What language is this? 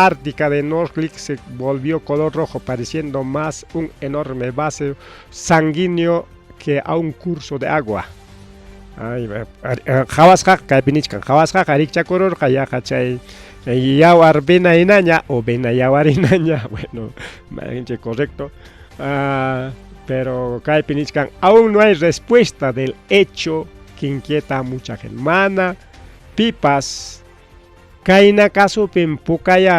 Ayacucho Quechua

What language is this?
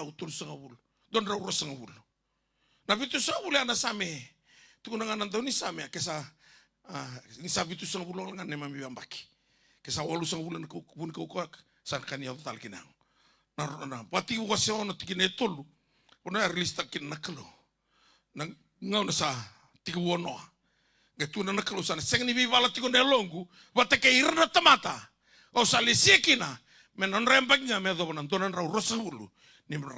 Fijian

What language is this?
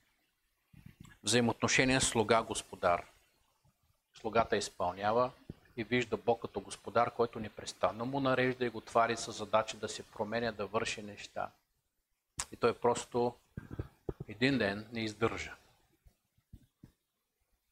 Bulgarian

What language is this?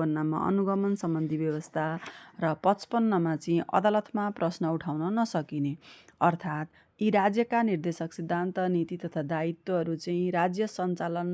Nepali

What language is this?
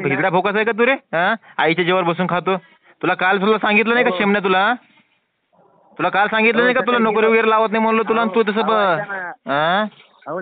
Marathi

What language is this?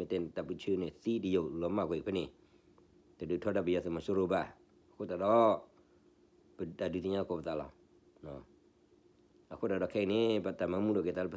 S'gaw Karen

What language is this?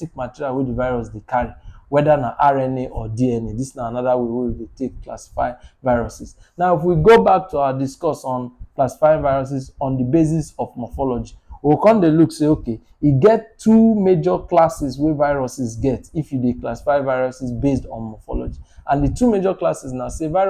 Nigerian Pidgin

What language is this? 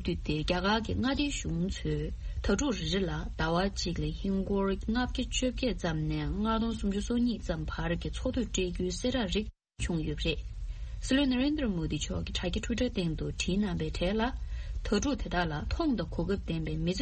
Tibetan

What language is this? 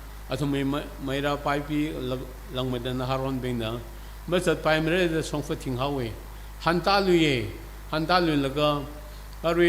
Tangkhul Naga (India)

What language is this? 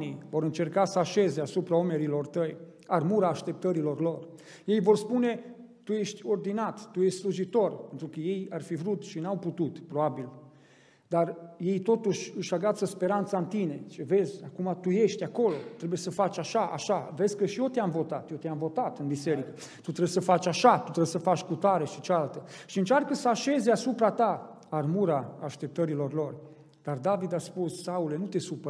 Romanian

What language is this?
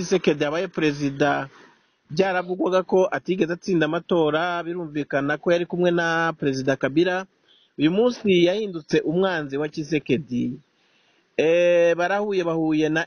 Kinyarwanda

